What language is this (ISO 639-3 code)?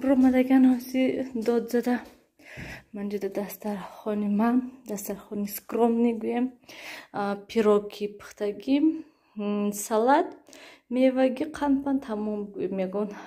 tgk